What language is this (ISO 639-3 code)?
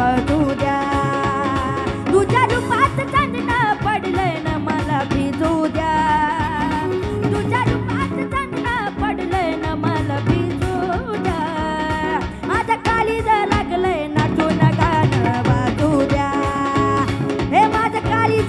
mar